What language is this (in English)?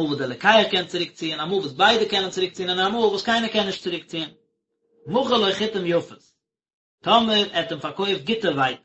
Yiddish